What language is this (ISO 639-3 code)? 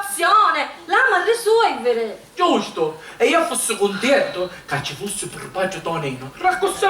scn